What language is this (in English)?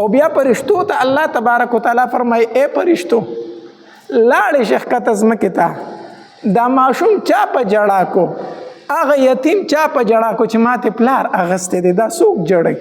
Pashto